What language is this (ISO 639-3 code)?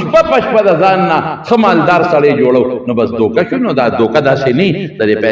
pus